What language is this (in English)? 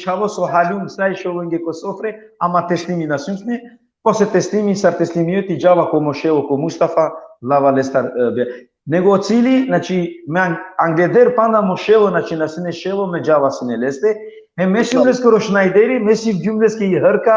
Balkan Romani